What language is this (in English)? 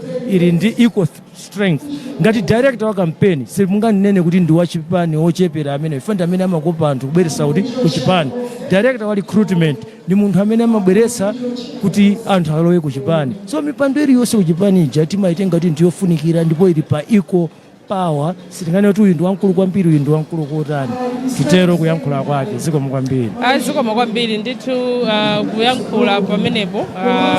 Nyanja